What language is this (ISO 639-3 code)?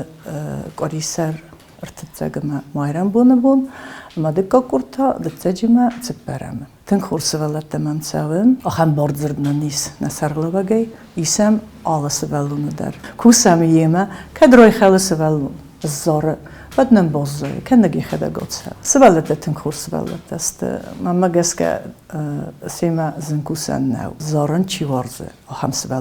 oss